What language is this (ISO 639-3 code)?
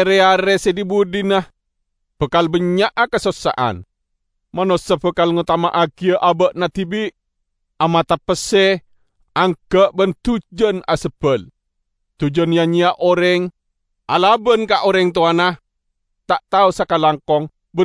mad